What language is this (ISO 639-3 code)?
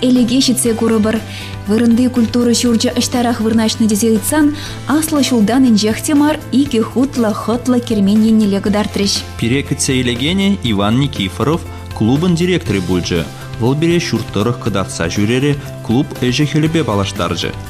chv